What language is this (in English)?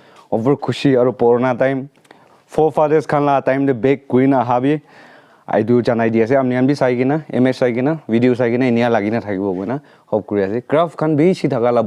Naga Pidgin